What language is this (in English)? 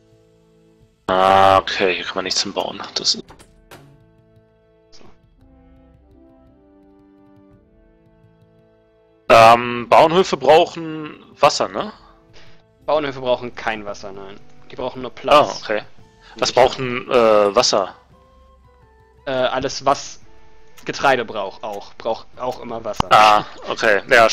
German